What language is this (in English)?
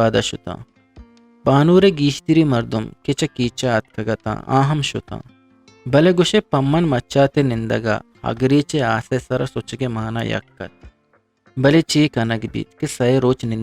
Eastern Balochi